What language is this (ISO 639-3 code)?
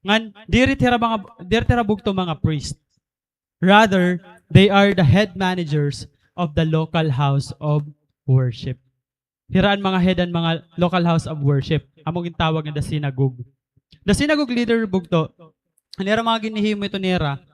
war